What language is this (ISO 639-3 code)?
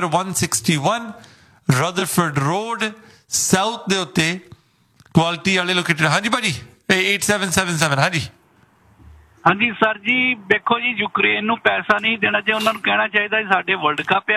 pan